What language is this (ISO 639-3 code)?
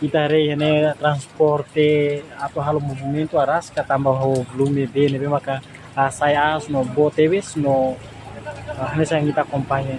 tet